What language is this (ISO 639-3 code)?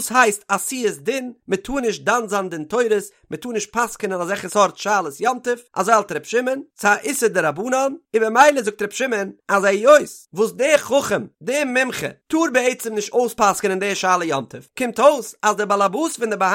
yid